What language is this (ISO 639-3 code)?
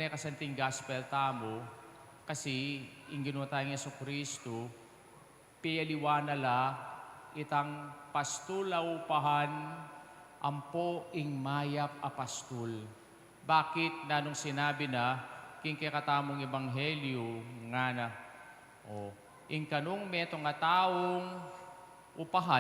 pam